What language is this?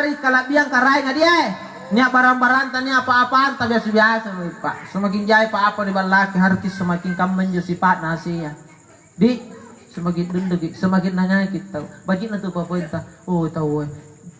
Makasar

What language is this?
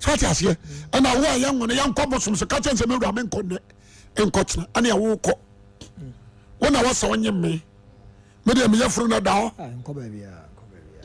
Akan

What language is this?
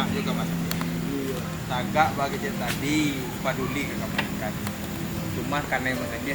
Minangkabau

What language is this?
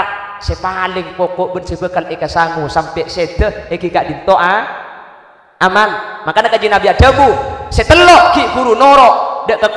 Madurese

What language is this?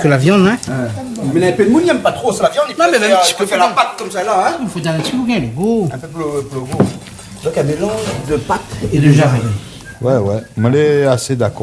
Réunion Creole French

